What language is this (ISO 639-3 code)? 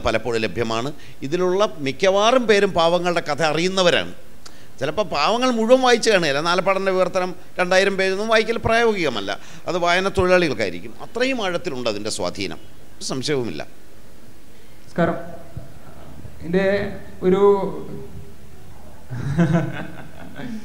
mal